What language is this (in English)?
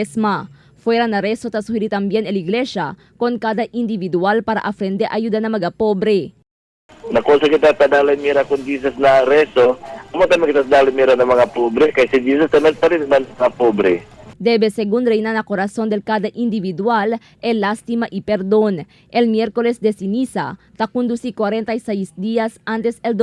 Chavacano